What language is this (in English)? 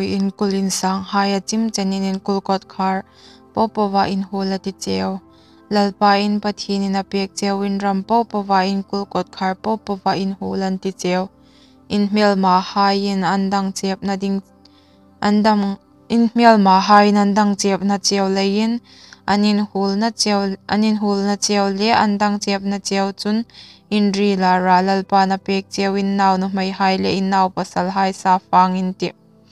Hmar